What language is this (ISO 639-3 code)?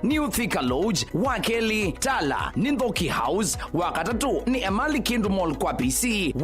kam